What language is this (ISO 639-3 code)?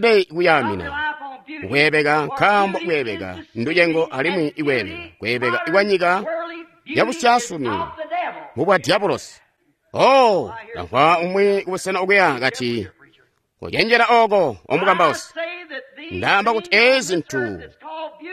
toi